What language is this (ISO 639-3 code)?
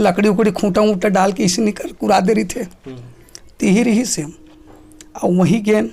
hne